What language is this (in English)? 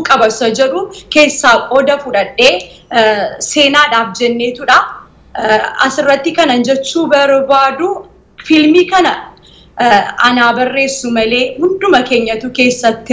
Oromo